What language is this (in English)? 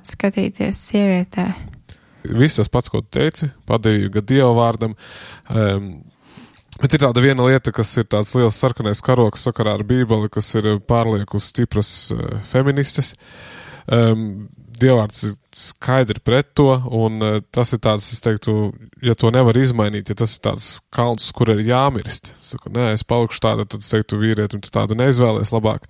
Latvian